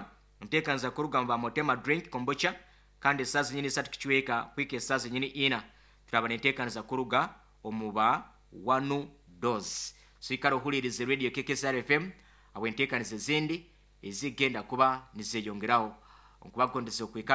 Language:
Nyankole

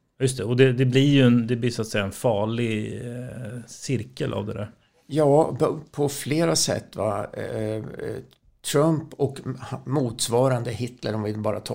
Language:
Swedish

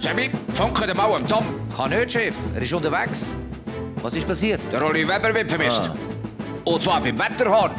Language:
Swiss German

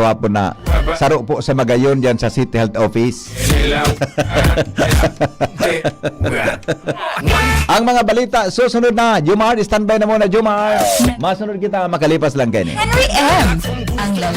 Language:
Bikol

